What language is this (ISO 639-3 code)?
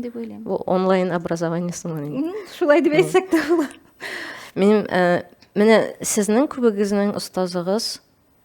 tat